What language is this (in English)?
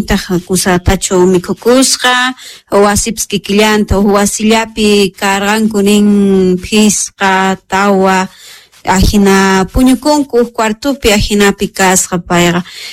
South Bolivian Quechua